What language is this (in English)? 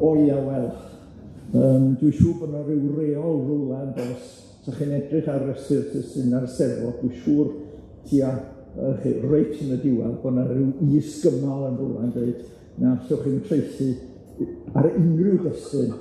Welsh